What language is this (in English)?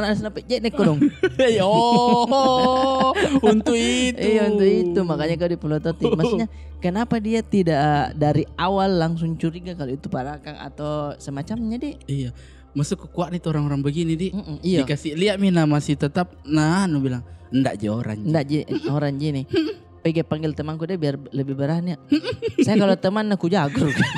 Makassar Malay